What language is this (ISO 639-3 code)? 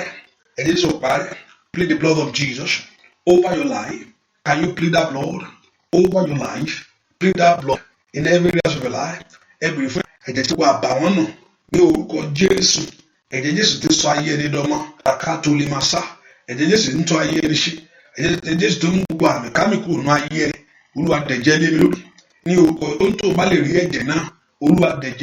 yor